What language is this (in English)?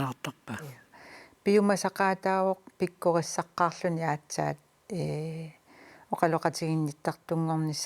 Kalaallisut